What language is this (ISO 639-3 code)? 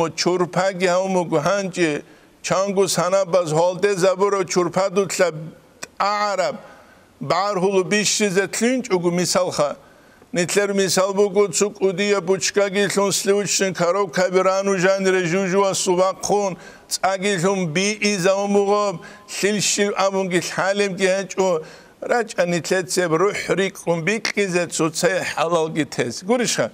ava